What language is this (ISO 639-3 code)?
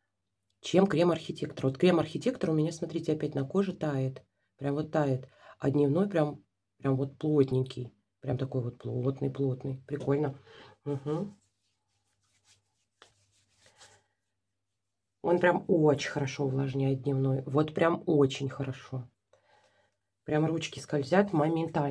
rus